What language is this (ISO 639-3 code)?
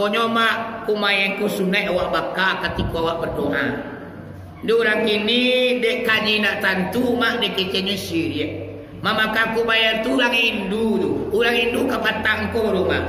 min